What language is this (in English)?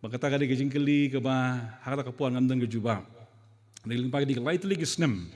Khasi